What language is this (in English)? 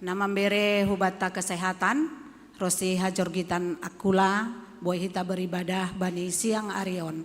Batak Simalungun